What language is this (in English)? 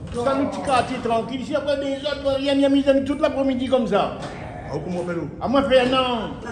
Réunion Creole French